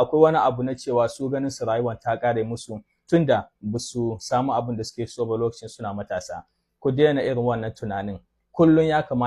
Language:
Hausa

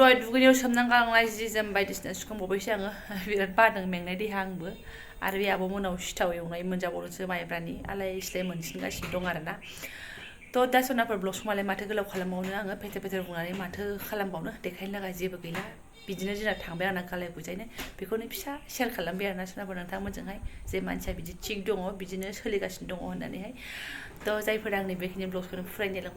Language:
Bodo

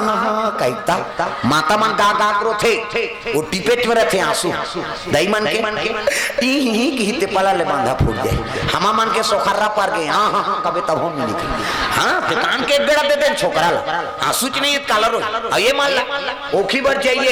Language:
Chhattisgarhi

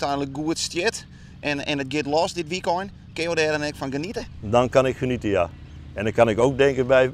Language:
Western Frisian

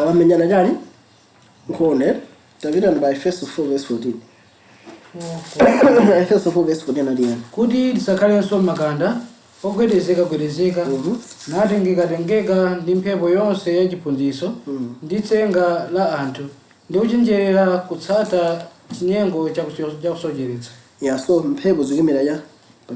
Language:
Nyanja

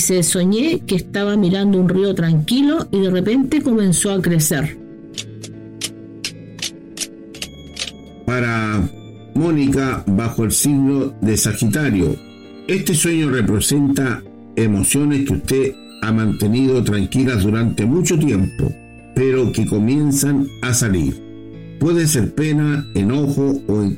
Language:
Spanish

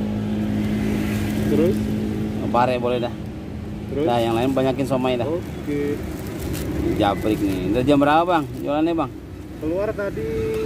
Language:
Indonesian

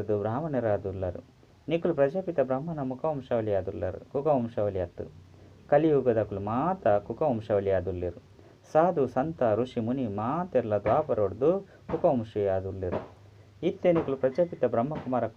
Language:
Tulu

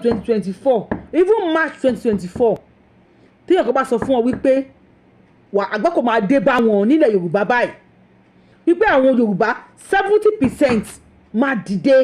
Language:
Yoruba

